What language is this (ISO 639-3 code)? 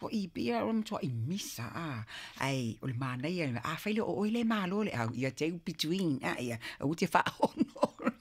smo